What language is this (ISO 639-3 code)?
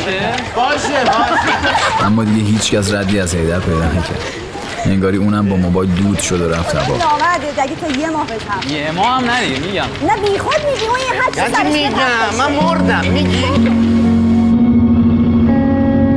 fas